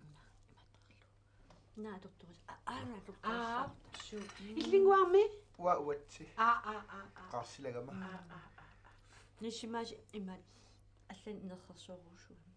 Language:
Kalaallisut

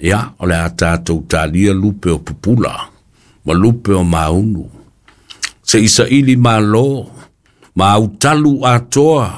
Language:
Samoan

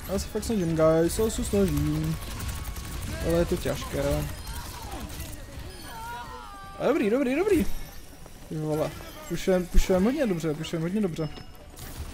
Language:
Czech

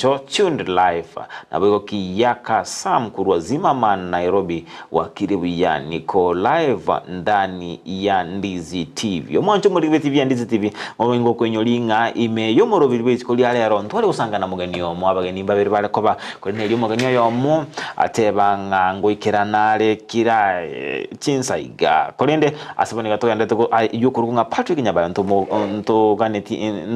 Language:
Gusii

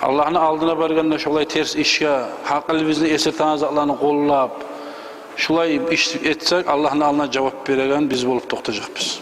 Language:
Kumyk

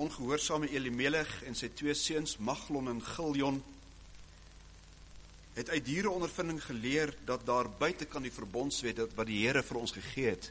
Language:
Afrikaans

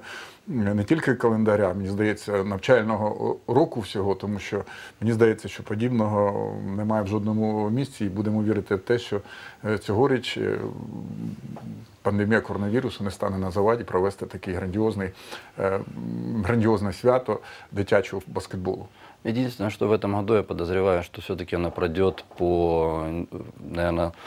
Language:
Ukrainian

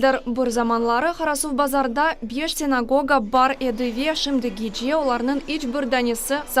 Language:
Crimean Tatar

